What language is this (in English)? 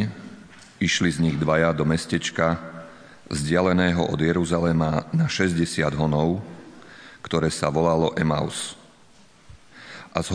Slovak